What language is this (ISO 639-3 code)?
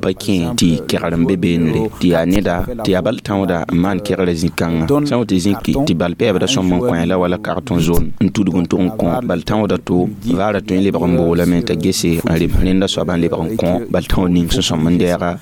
mos